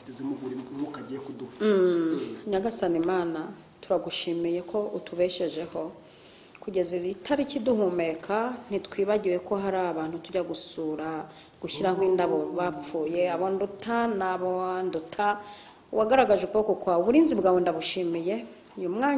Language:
Kinyarwanda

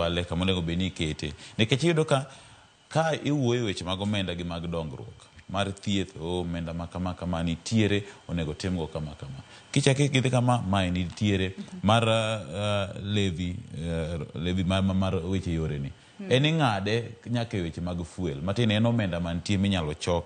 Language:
Luo (Kenya and Tanzania)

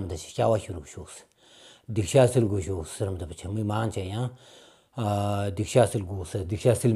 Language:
Stod Bhoti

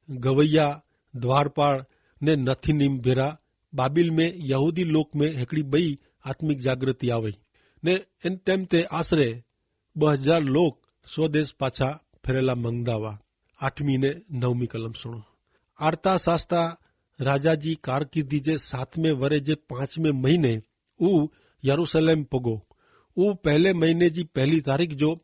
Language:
Kachhi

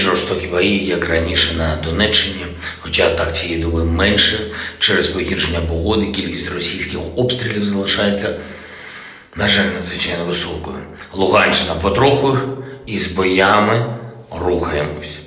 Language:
Ukrainian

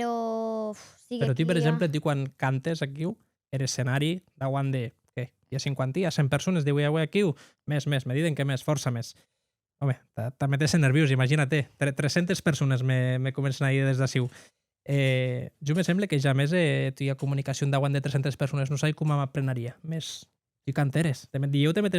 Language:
Occitan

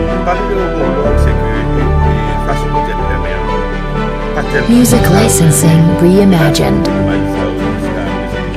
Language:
Haitian Creole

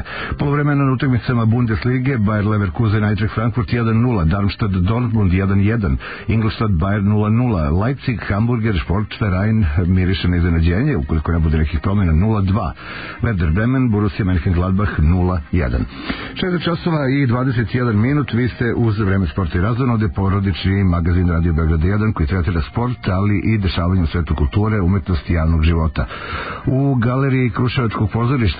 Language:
Serbian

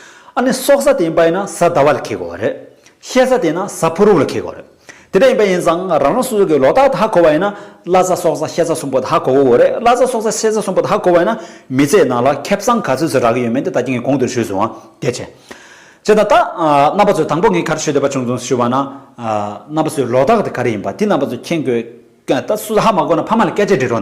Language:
Tibetan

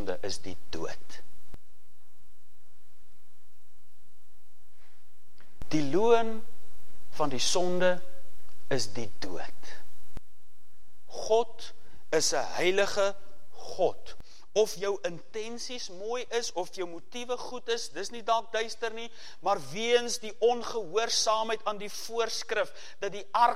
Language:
Afrikaans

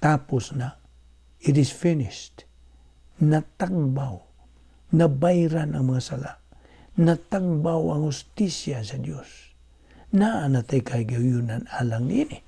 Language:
Cebuano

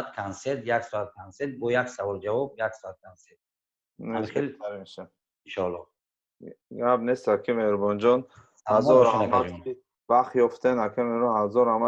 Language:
Tajik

